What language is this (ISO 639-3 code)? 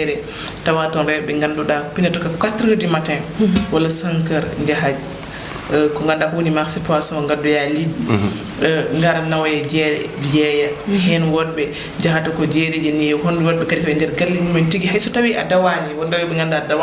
ful